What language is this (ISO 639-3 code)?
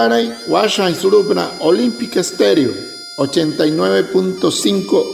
guc